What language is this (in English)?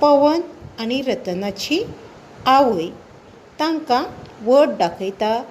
Konkani